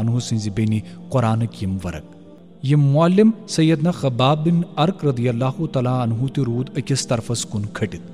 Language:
Kashmiri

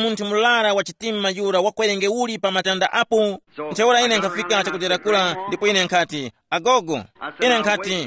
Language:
Tumbuka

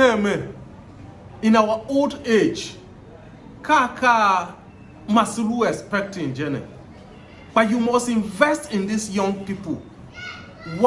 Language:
Tiv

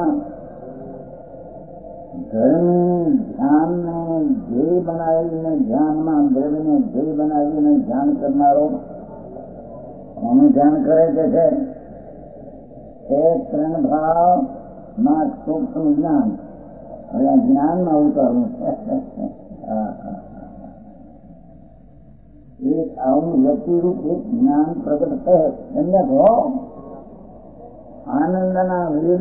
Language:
Gujarati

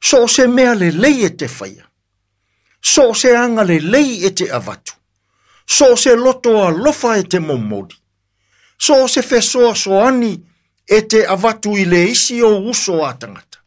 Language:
Samoan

